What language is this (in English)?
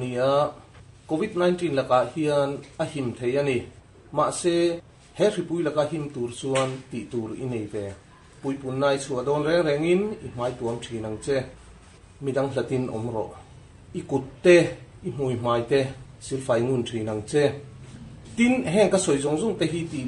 Mizo